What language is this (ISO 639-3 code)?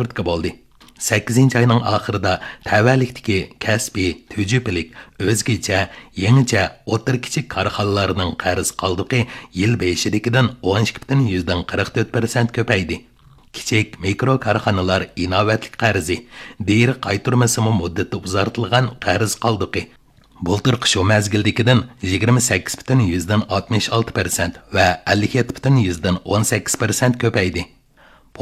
uig